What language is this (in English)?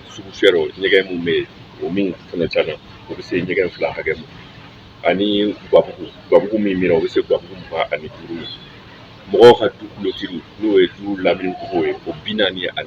Bambara